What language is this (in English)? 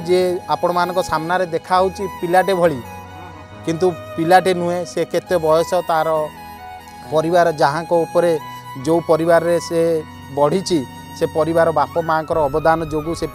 Odia